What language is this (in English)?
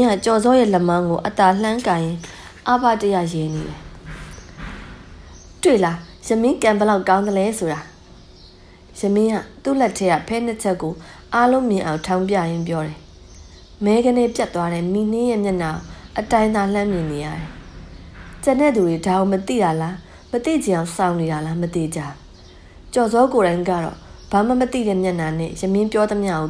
Burmese